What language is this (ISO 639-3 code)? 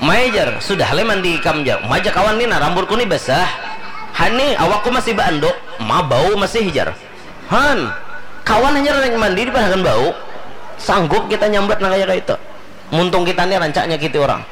bjn